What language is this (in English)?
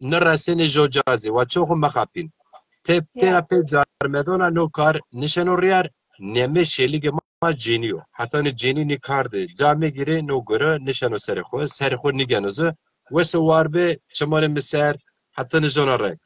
Zaza